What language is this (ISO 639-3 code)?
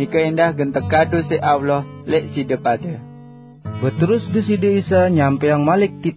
sas